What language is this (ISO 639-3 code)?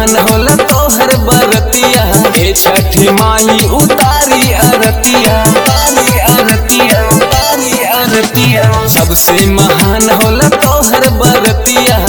bho